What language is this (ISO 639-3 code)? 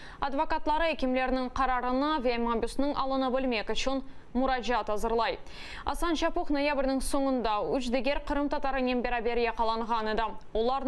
crh